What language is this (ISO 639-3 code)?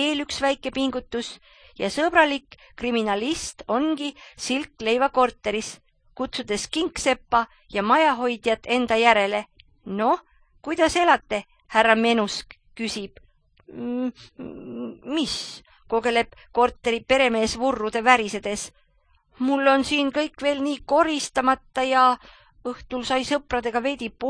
est